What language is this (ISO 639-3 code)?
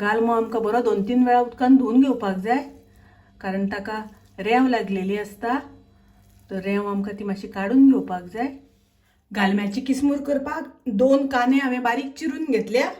kok